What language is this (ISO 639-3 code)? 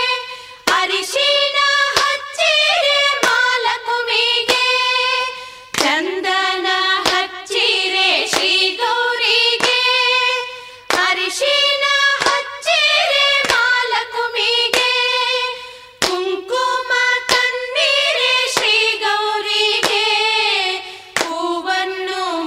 kan